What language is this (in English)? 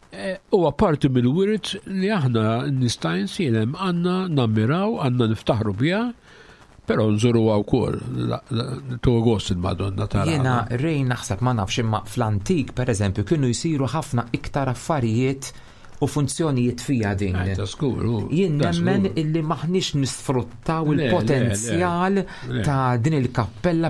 Maltese